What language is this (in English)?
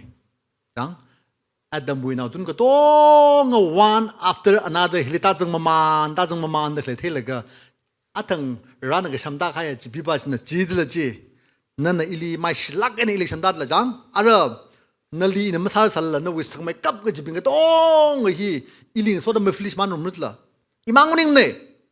Tangkhul Naga (India)